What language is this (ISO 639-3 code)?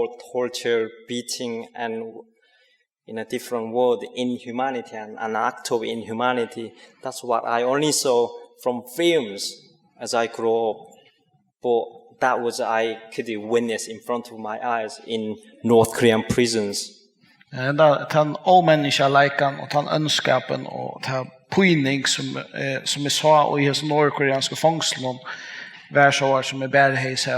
fao